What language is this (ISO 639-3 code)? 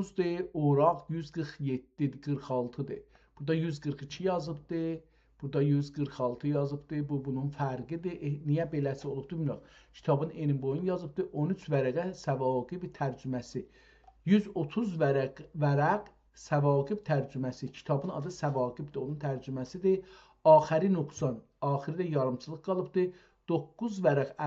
azb